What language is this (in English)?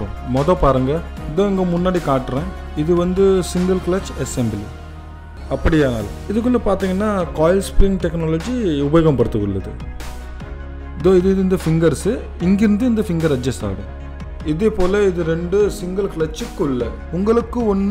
Tamil